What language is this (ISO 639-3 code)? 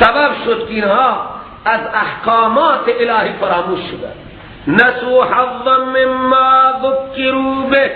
fas